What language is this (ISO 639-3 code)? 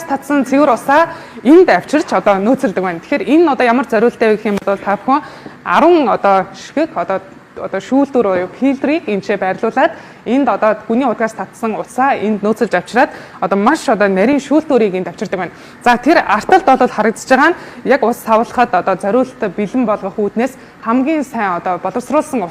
mon